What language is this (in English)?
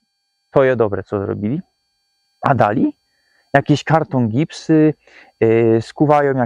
Silesian